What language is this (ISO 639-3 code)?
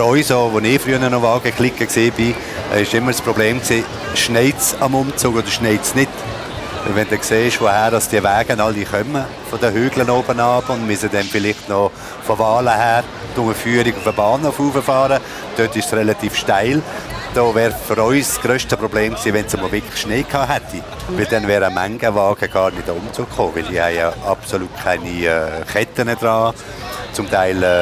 gsw